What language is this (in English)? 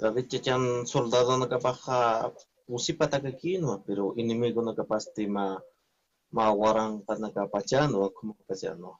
Aymara